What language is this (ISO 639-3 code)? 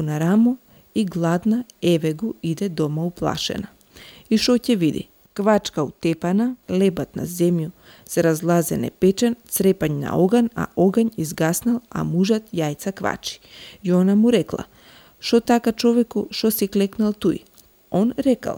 mkd